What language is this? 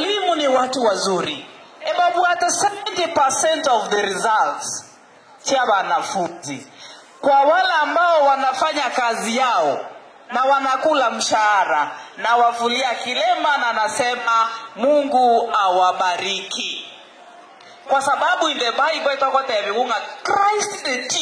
Gusii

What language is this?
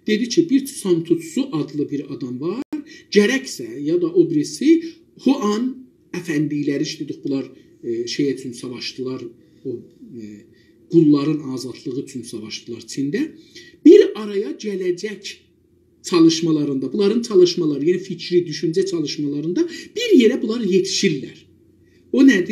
South Azerbaijani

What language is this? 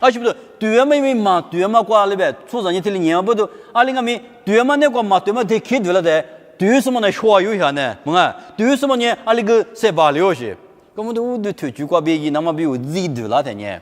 Lisu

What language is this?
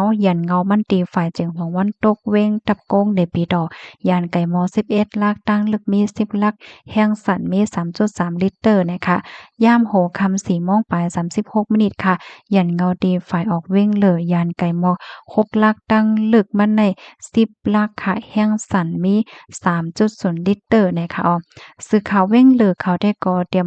Shan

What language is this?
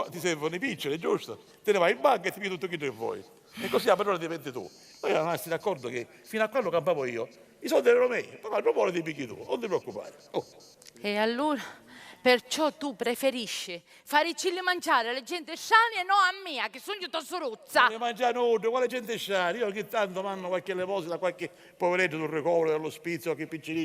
Sicilian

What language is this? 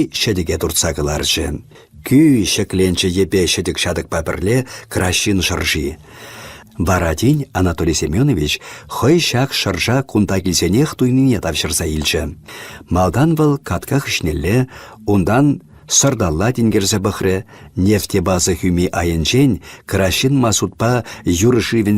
Chuvash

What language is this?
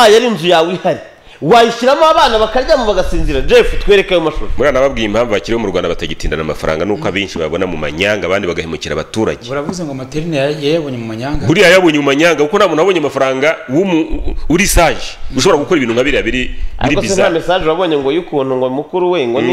Kinyarwanda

